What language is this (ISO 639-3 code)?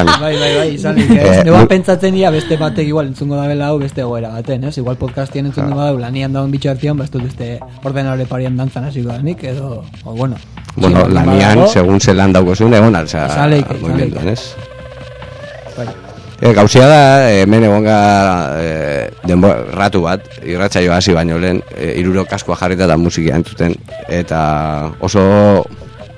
eus